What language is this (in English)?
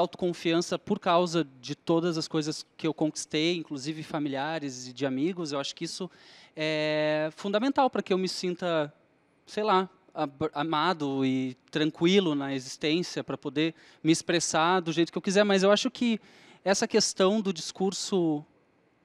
Portuguese